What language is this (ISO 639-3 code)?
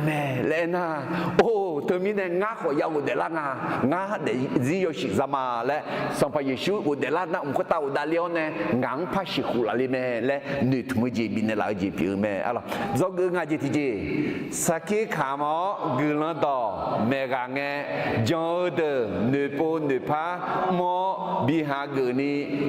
ahk